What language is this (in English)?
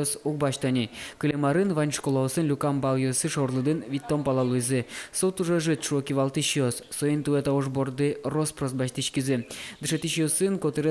Udmurt